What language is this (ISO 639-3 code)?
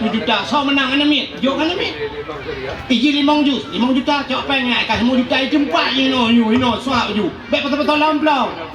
ace